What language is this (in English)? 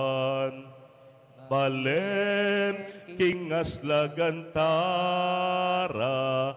Pampanga